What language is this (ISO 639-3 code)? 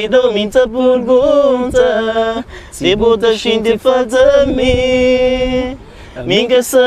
kea